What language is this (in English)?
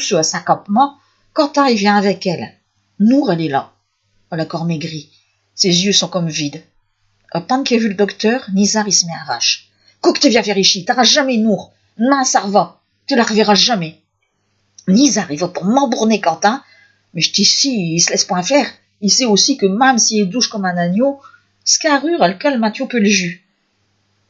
Picard